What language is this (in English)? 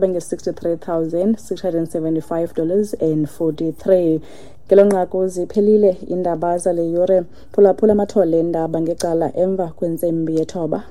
Xhosa